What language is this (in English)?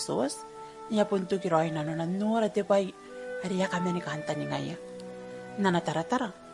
Gilbertese